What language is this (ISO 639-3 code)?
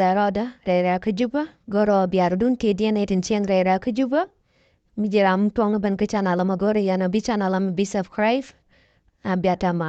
nus